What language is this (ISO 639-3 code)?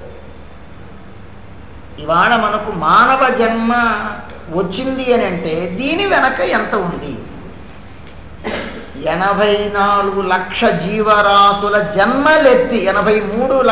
tel